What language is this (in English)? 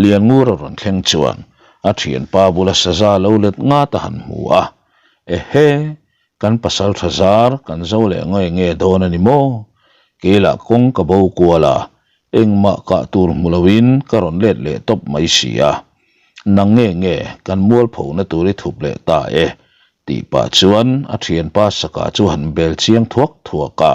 Mizo